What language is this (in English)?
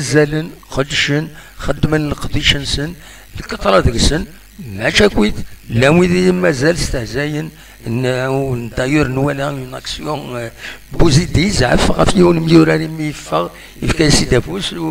Kabyle